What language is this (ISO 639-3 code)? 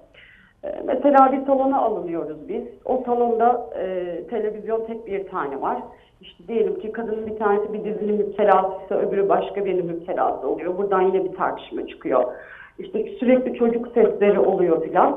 tur